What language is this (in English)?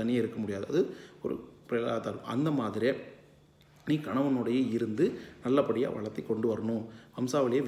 Tamil